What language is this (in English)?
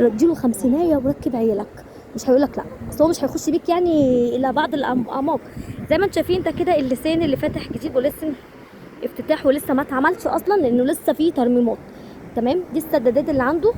Egyptian Arabic